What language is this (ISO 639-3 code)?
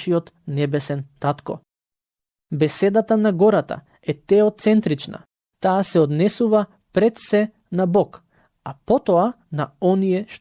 mkd